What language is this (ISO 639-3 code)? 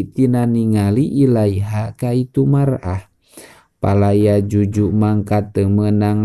sun